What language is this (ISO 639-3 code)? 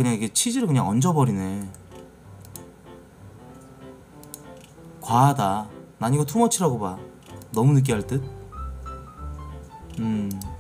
kor